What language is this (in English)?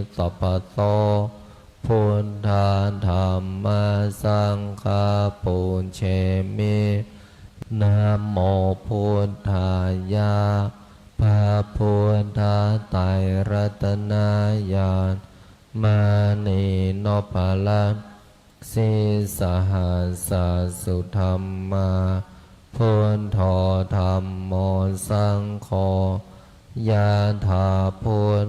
Pali